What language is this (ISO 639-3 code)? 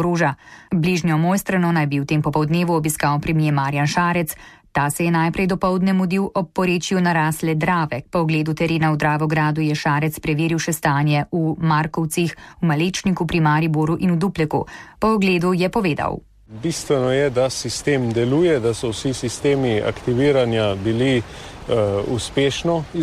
slv